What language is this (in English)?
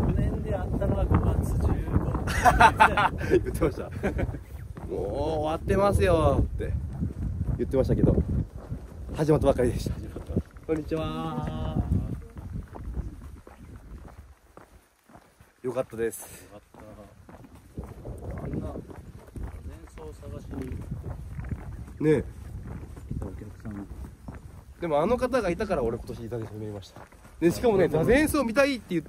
Japanese